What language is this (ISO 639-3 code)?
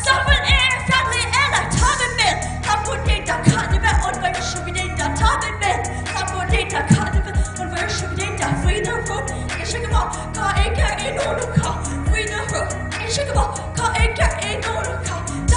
gle